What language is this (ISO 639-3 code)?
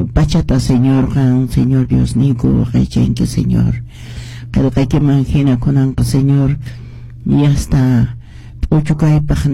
que